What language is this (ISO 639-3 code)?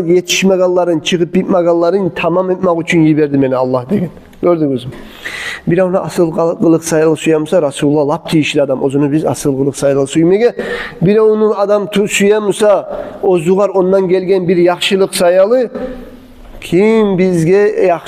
kum